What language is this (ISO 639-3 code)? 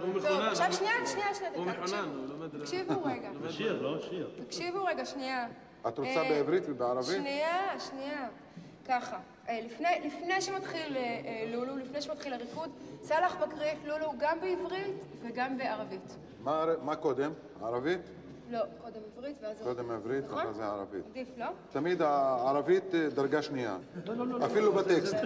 heb